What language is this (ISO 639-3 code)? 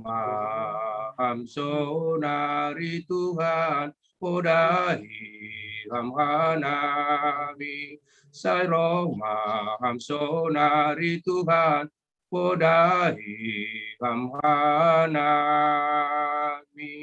bts